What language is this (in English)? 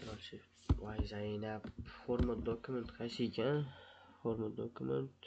Uzbek